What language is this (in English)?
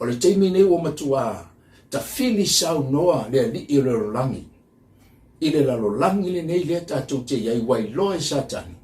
Samoan